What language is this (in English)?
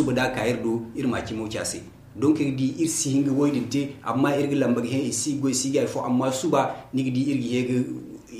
Zarma